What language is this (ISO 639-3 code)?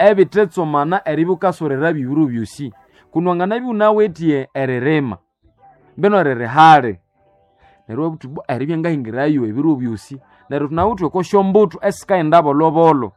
nnb